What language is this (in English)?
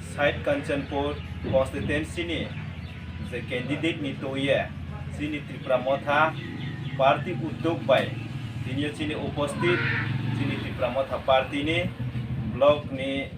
Riang (India)